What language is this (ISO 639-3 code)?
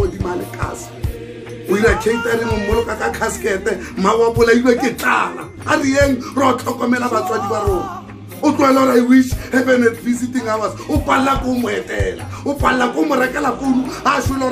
sot